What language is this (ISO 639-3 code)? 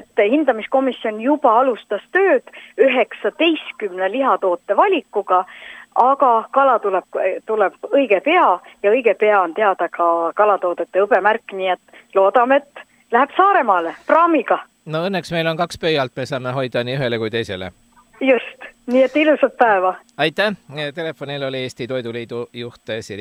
est